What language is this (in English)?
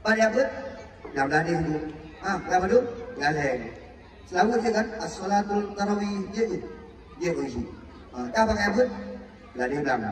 Achinese